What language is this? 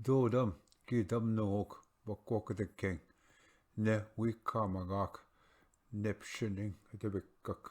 Ojibwa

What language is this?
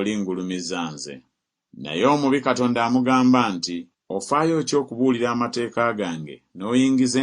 Ganda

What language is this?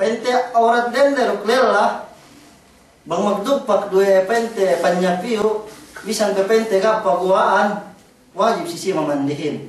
Yakan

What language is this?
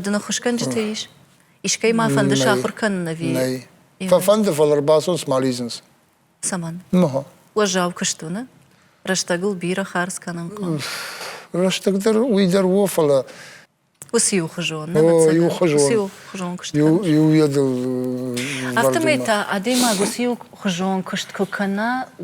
Ossetic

